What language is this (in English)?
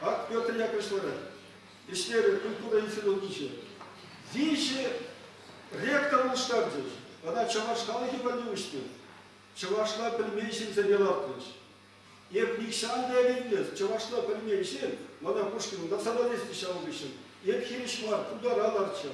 Chuvash